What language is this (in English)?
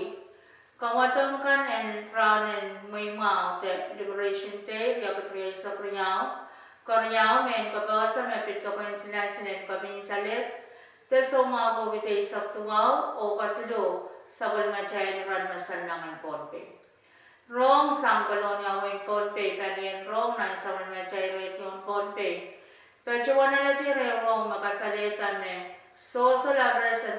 Pohnpeian